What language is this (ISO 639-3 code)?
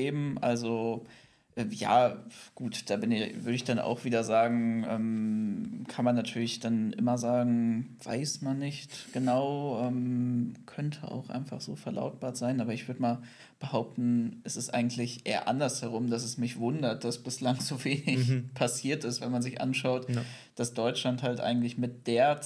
deu